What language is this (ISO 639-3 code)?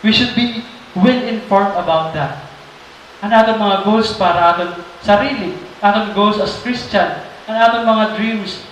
war